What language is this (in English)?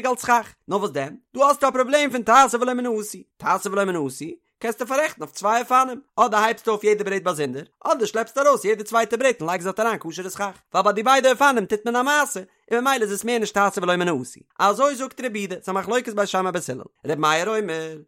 Yiddish